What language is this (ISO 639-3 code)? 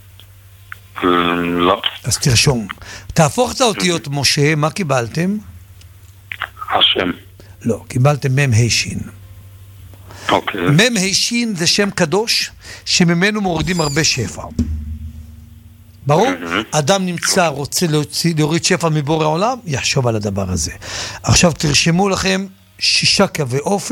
heb